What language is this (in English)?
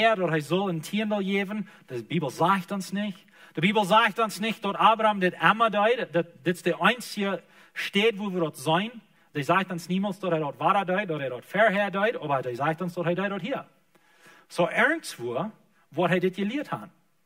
Plautdietsch